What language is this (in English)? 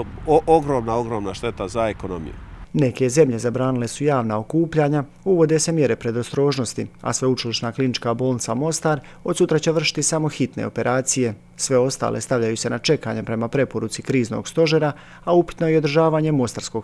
Croatian